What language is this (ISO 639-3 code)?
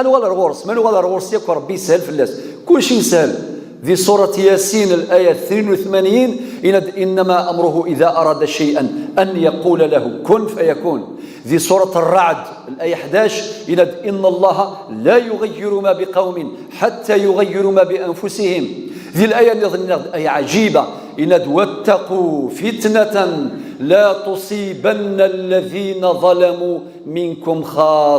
kab